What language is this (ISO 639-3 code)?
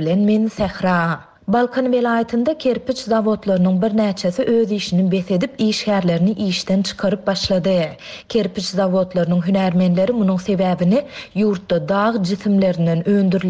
tuk